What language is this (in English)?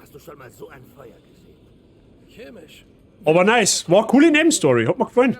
Bavarian